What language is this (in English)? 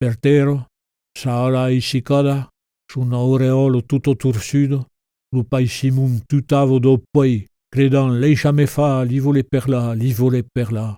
Occitan